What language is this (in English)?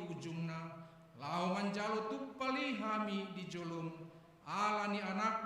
Batak Toba